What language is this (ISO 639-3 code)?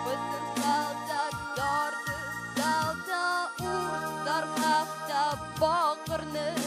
oss